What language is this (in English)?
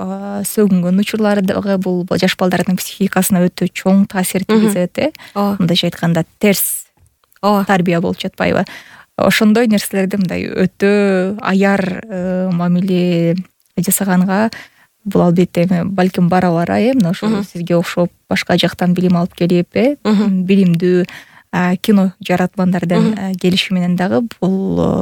Kyrgyz